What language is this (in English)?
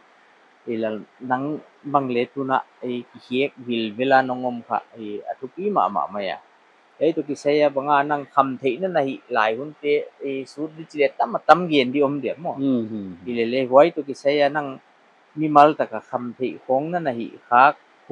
Paite Chin